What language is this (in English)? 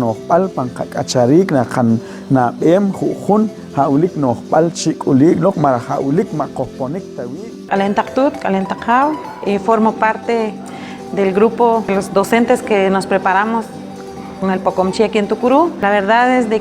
Poqomchi'